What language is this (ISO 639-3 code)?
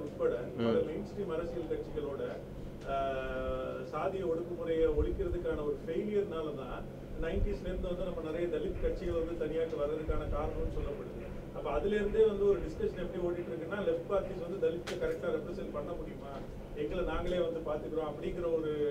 tam